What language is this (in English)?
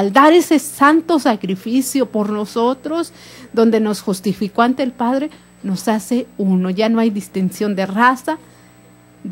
Spanish